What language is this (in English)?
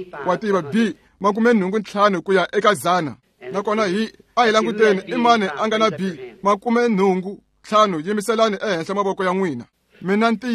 Tsonga